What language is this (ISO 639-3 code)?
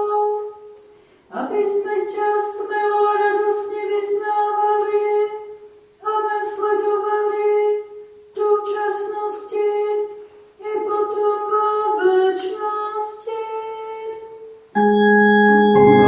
slk